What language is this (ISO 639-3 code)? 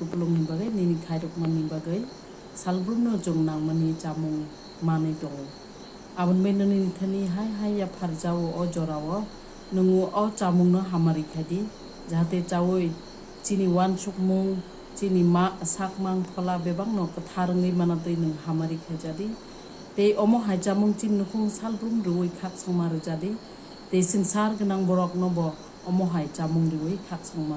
trp